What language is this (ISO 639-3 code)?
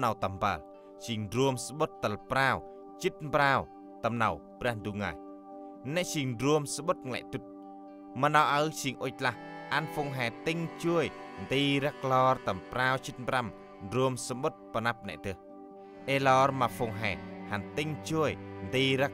cmo